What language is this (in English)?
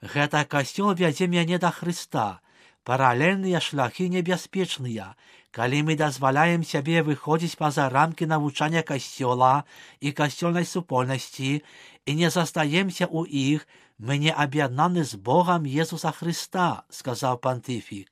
Belarusian